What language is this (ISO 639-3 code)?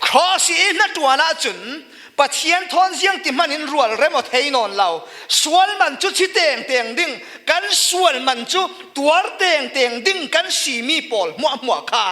cfm